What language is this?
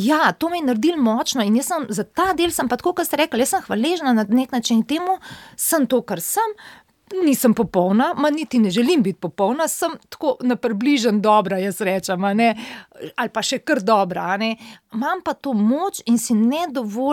Slovenian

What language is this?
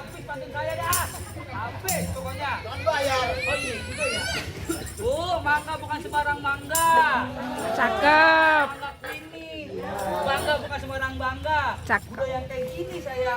Betawi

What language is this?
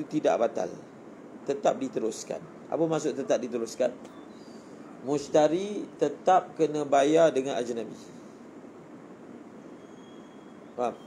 Malay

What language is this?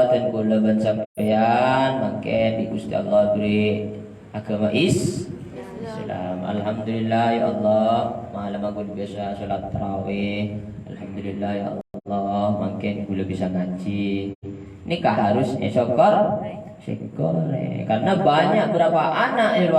Madurese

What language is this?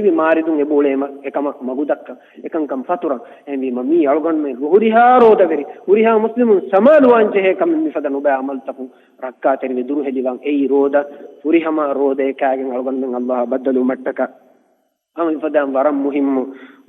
Divehi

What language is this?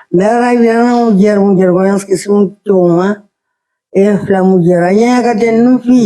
Kabuverdianu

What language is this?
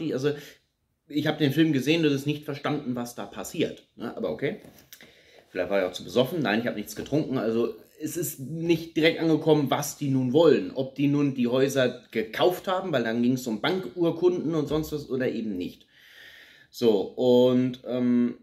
German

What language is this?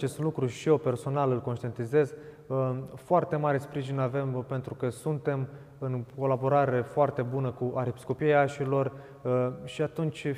Romanian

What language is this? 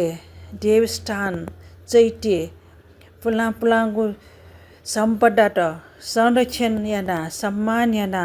Newari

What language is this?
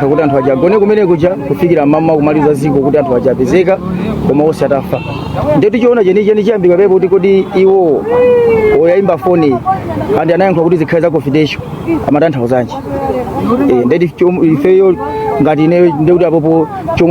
Nyanja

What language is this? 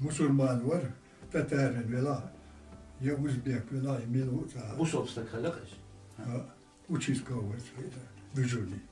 Chechen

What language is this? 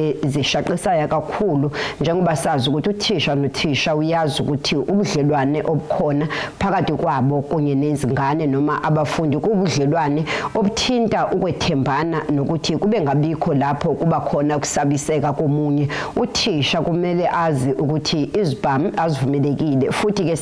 Zulu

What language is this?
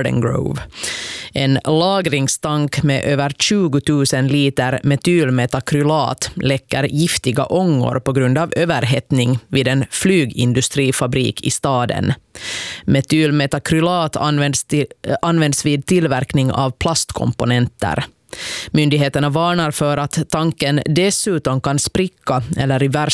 Swedish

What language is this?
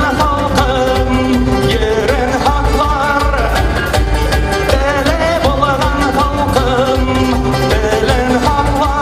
Bashkir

